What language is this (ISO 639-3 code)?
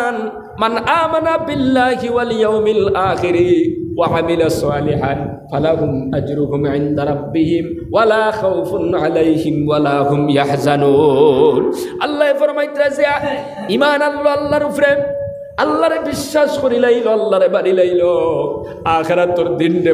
syl